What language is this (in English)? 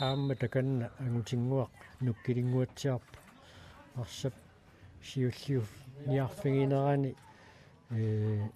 Kalaallisut